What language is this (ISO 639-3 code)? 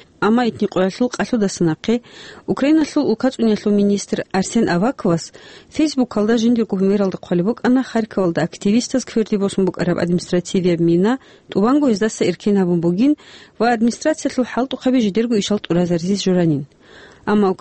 ava